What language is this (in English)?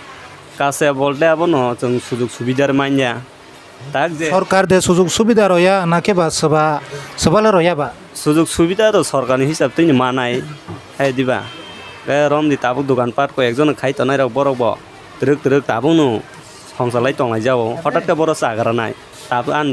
Kok Borok